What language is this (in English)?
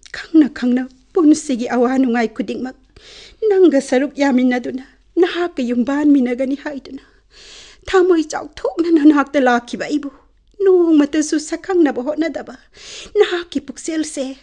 Manipuri